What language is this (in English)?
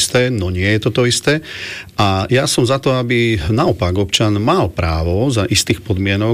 Slovak